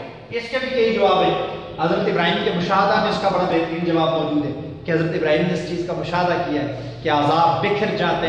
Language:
Urdu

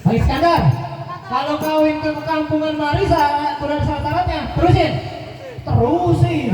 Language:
Betawi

